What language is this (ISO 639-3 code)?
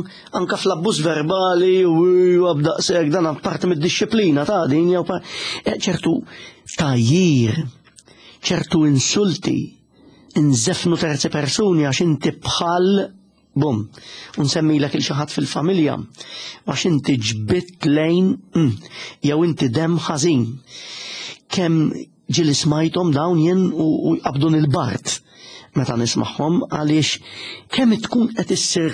mlt